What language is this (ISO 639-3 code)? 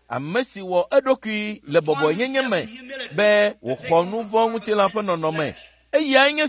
ewe